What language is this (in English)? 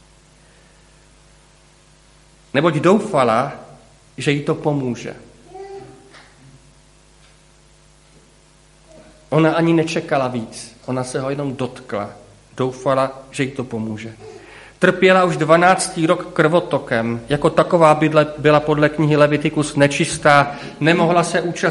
Czech